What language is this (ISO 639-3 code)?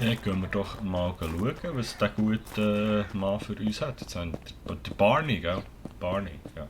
gsw